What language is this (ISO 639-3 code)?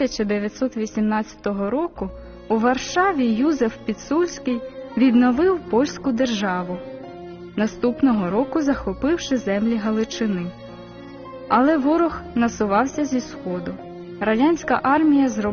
ukr